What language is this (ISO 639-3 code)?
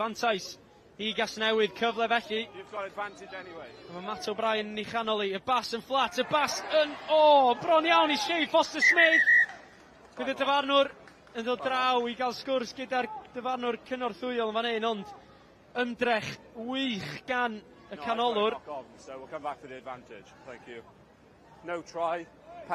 cym